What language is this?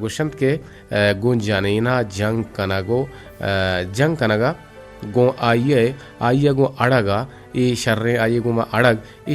Eastern Balochi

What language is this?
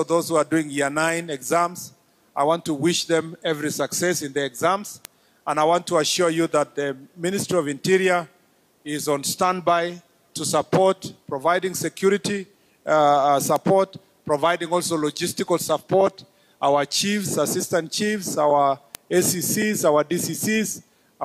Gusii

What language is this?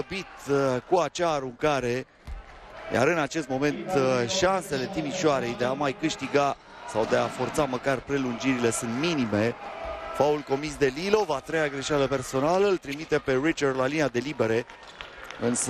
Romanian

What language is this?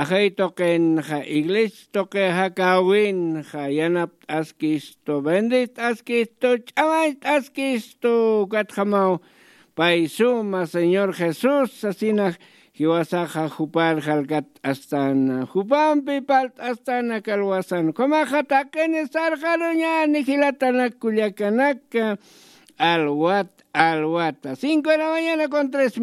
Aymara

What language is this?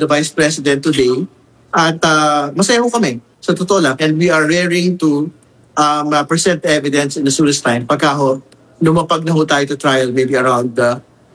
Filipino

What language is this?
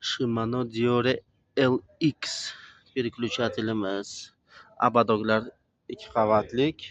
Uzbek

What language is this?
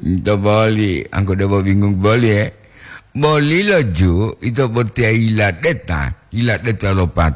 Gorontalo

